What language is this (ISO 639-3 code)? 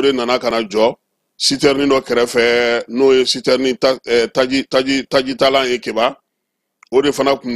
bam